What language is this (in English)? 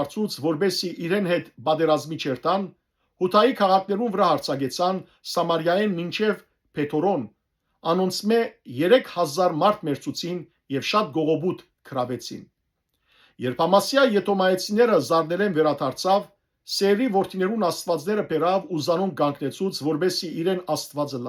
Western Armenian